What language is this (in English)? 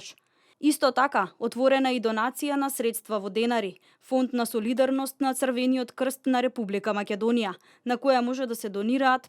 Macedonian